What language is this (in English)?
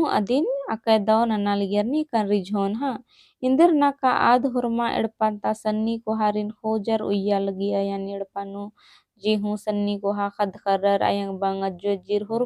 Kurukh